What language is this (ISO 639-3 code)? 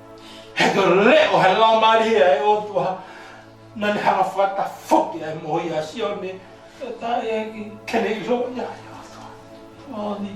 ton